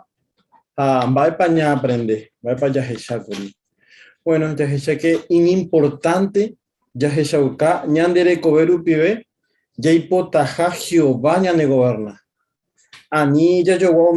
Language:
Guarani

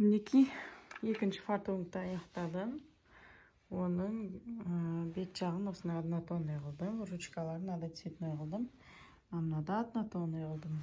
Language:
Kazakh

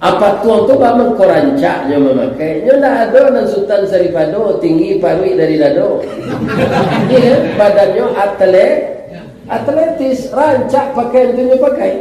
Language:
Minangkabau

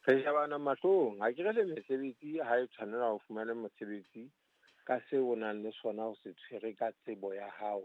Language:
Southern Sotho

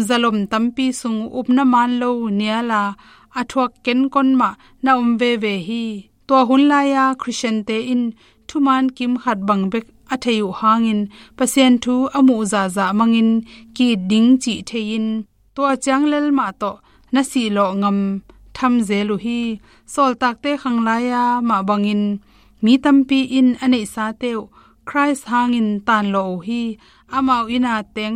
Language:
Tedim Chin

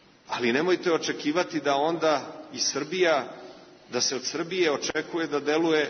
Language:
Serbian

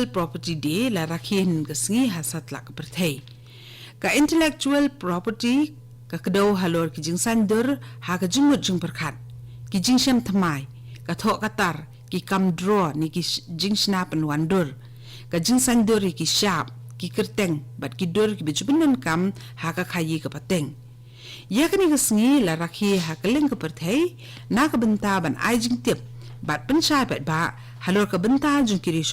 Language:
Khasi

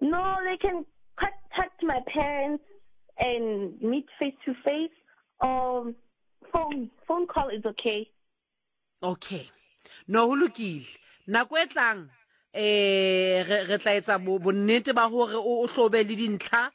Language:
Southern Sotho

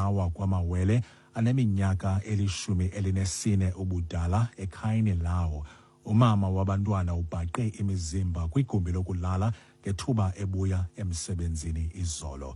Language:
Xhosa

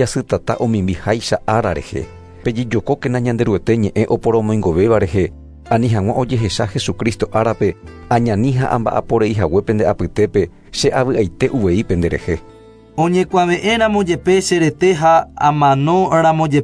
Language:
Guarani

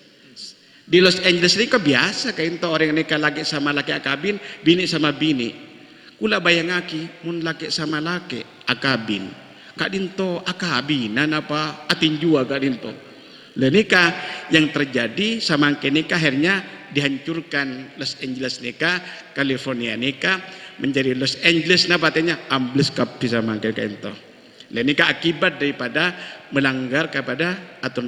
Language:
Madurese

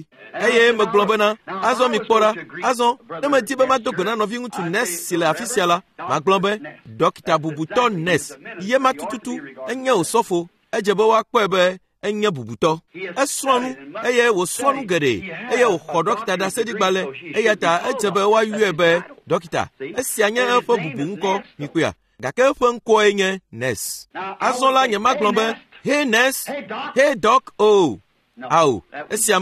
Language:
Ewe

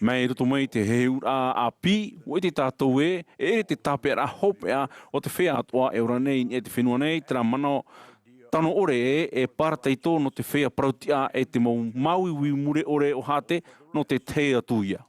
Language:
Tahitian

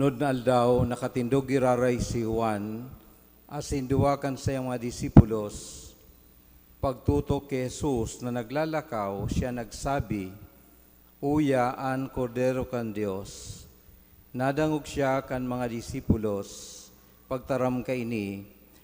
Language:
Bikol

